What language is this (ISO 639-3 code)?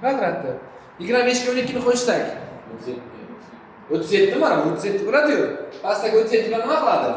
uzb